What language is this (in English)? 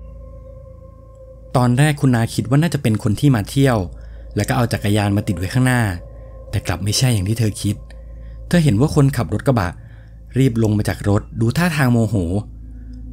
Thai